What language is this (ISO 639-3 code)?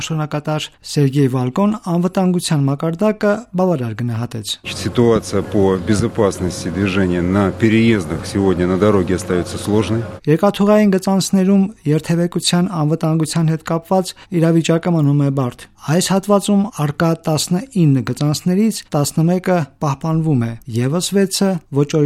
hye